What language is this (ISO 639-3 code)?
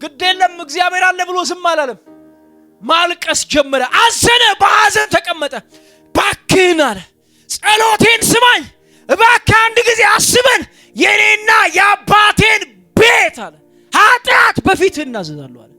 amh